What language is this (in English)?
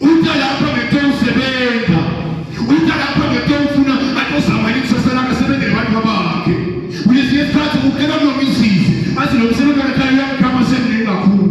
Swati